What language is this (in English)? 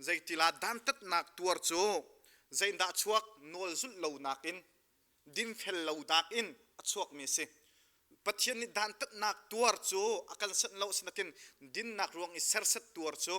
Hakha Chin